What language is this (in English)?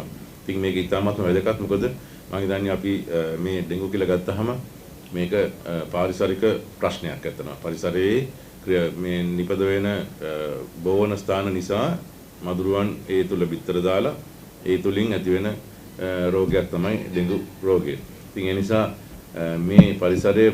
Sinhala